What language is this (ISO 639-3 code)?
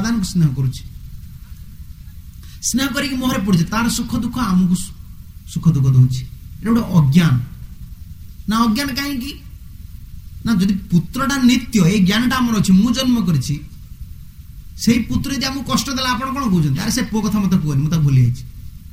ori